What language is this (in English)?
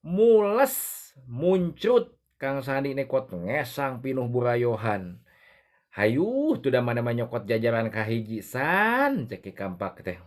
Sundanese